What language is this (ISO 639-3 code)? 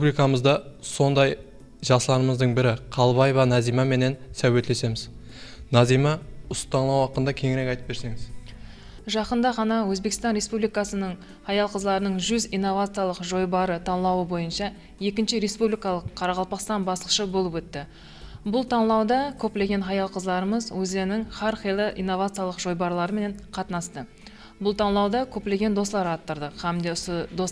kaa